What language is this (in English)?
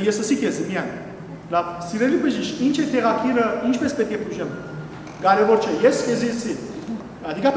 Western Armenian